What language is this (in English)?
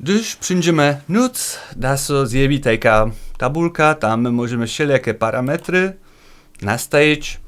Upper Sorbian